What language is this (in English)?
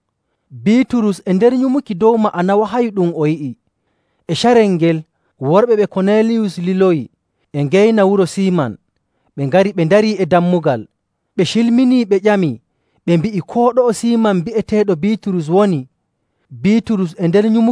Nigerian Fulfulde